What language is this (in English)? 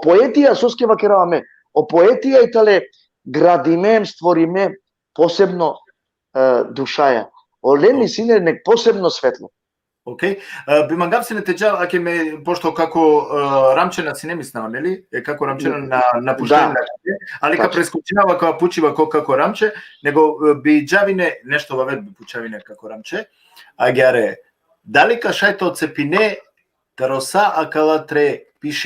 Balkan Romani